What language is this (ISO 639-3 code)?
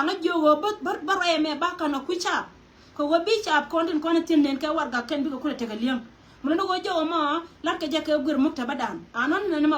nus